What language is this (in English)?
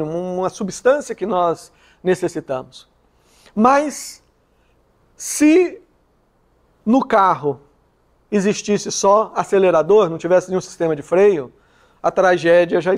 Portuguese